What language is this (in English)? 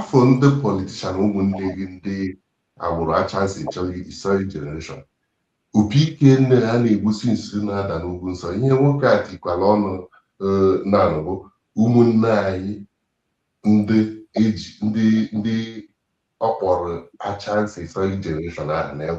Igbo